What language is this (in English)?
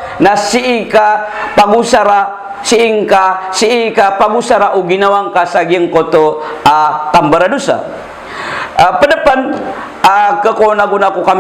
Maranao